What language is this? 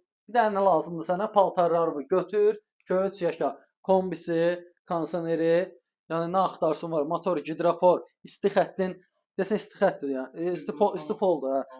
Azerbaijani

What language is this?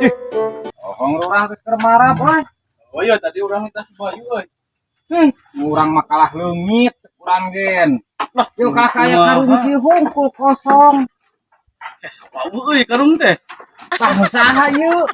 Sundanese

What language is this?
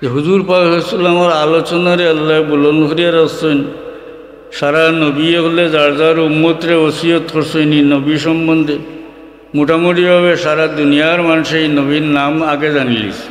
Sylheti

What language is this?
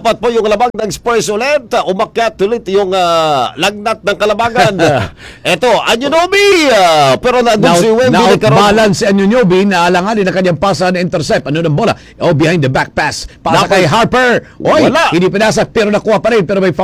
Filipino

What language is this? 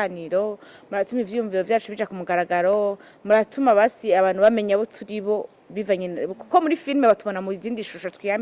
Rundi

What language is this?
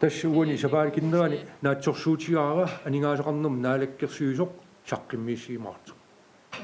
Kalaallisut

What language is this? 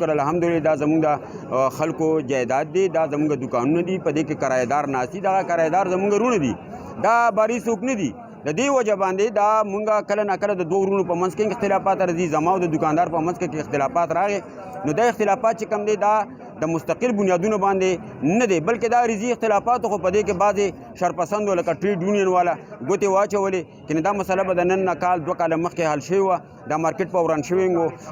Pashto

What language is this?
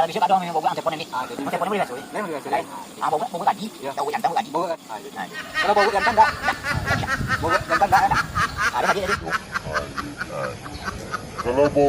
Minangkabau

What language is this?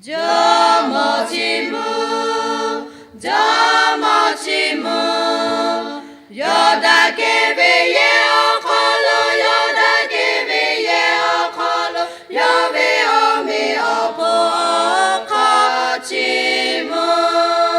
Lahu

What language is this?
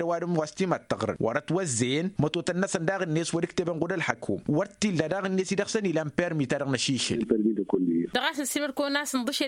Tamasheq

